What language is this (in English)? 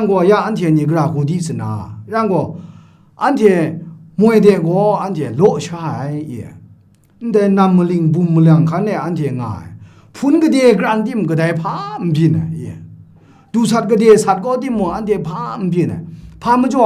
Kachin